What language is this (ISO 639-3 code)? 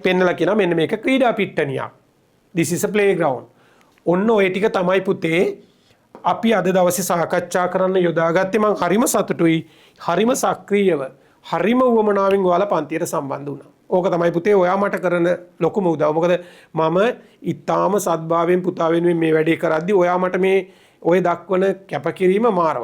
sin